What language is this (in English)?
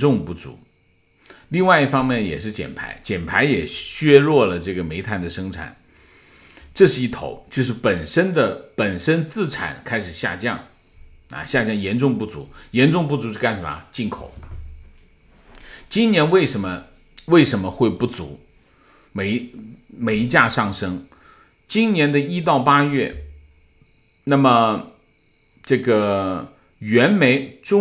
Chinese